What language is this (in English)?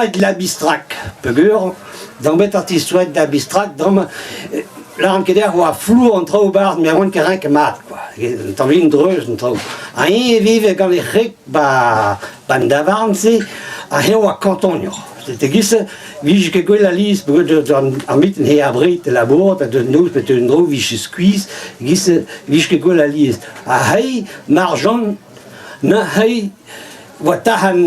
Breton